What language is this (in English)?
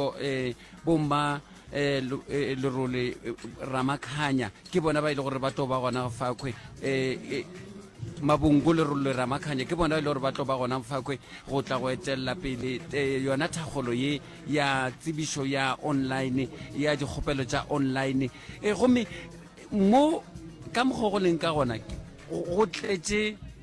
Northern Sotho